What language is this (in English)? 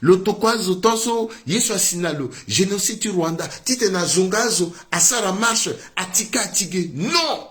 Sango